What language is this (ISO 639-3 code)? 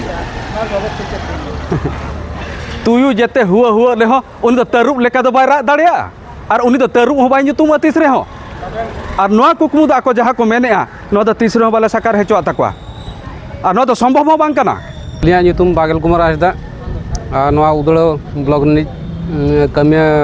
sat